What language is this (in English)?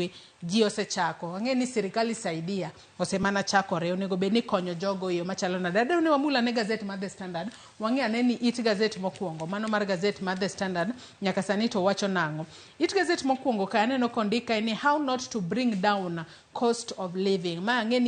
Luo (Kenya and Tanzania)